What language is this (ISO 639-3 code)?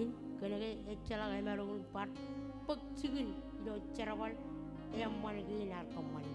mah